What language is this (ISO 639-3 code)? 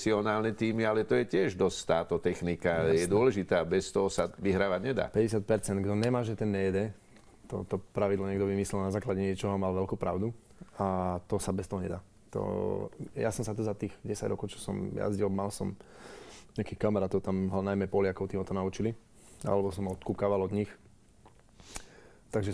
slk